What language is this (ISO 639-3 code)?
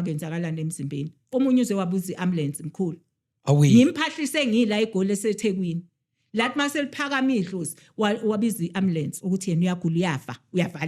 zul